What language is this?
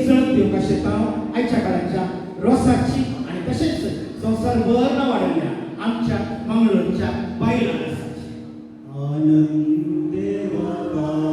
Konkani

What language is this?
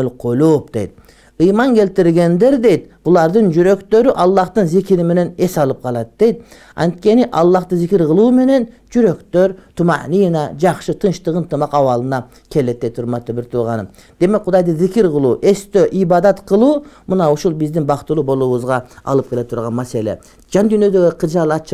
Kyrgyz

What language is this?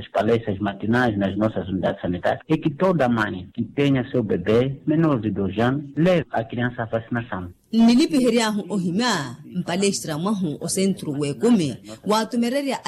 Makhuwa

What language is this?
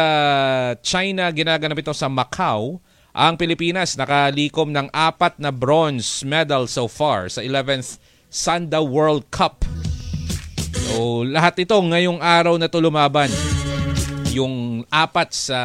Filipino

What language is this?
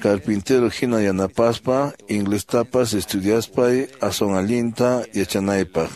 Quechua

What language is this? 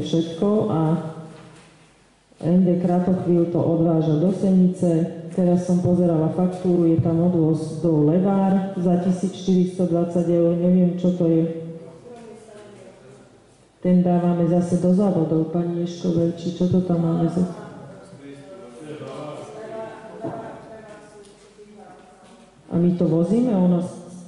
Slovak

